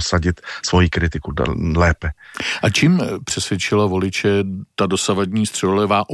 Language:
Czech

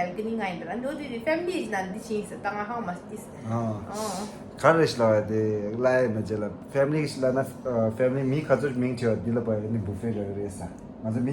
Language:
Tibetan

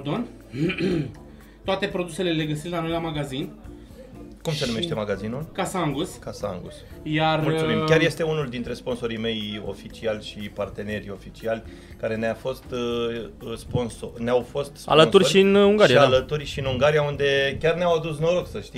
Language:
Romanian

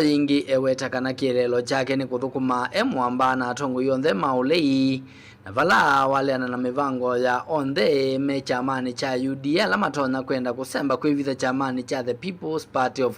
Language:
Kamba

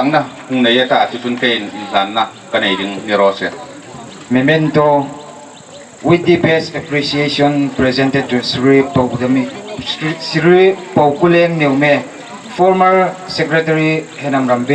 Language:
Hmar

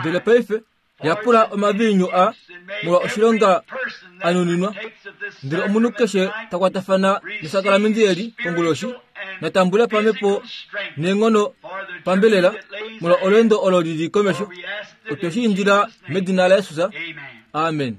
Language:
Kuanyama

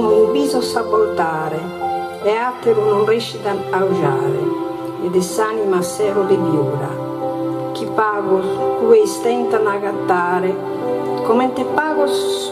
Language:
Sardinian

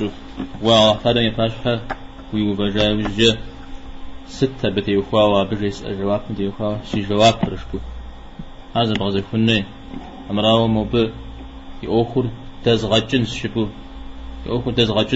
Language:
Kabardian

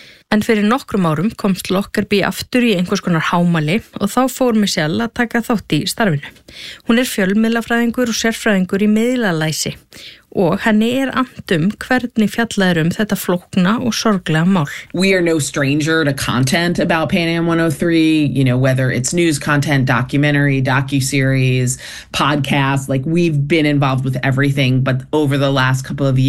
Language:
Icelandic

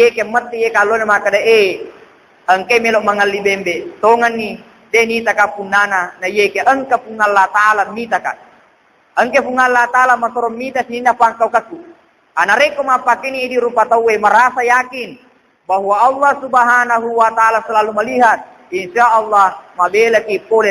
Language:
Buginese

